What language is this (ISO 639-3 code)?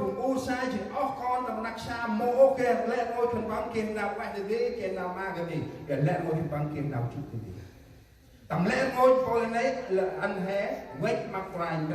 cmo